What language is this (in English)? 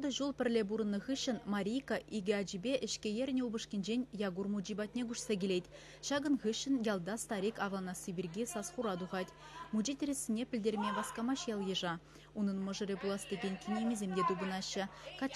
Chuvash